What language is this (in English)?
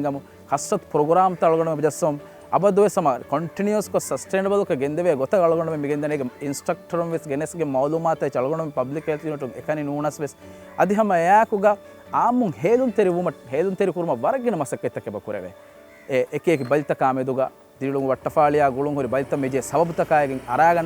Divehi